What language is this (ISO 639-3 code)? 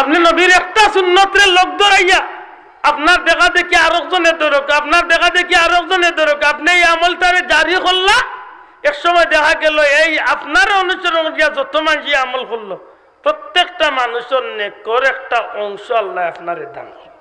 syl